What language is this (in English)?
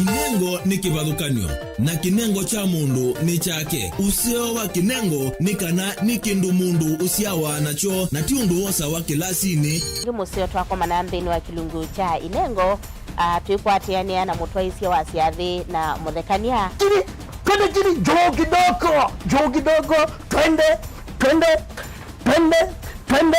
Kamba